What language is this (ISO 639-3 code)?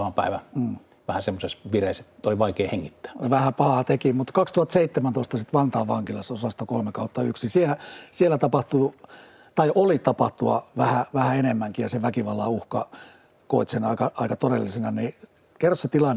fin